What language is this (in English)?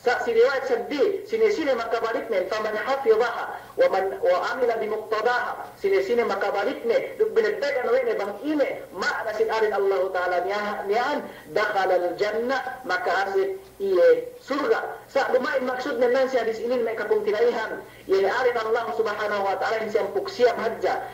Yakan